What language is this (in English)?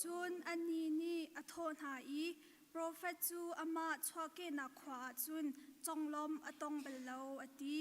Hakha Chin